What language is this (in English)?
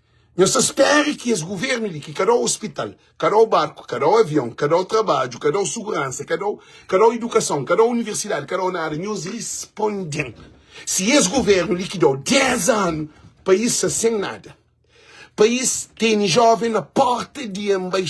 Kabuverdianu